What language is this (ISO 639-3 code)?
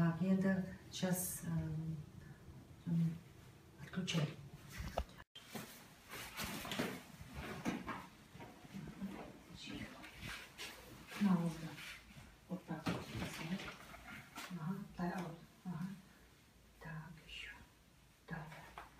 kaz